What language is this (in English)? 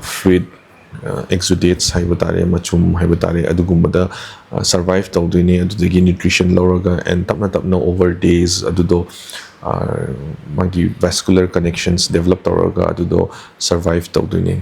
Manipuri